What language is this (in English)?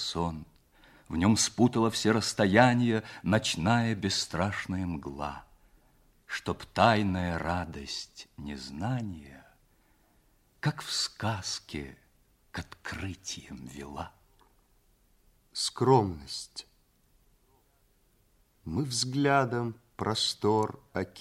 Russian